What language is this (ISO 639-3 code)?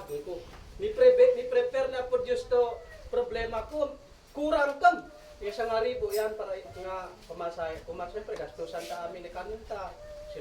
isd